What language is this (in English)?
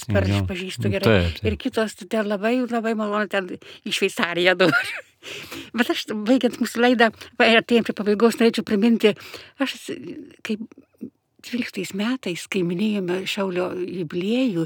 Lithuanian